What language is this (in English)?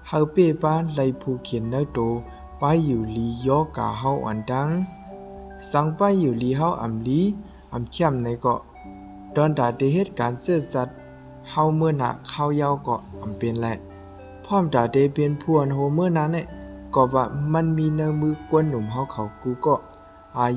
Shan